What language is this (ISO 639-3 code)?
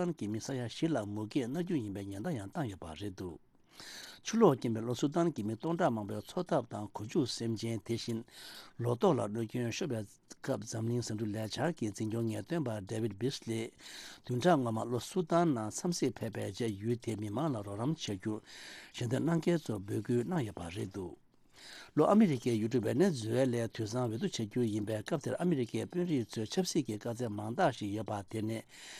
bod